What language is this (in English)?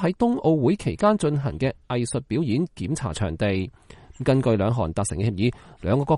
Cantonese